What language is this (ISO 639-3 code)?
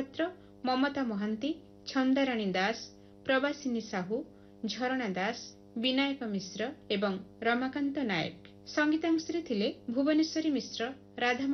ori